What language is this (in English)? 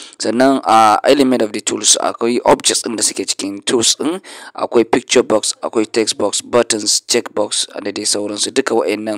Hausa